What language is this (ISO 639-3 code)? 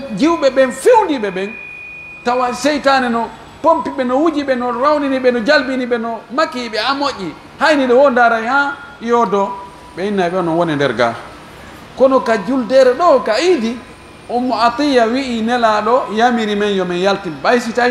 fuf